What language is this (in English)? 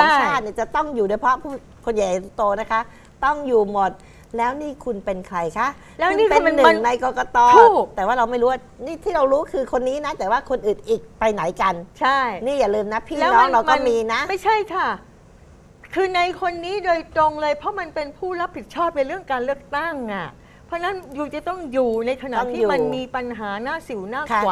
Thai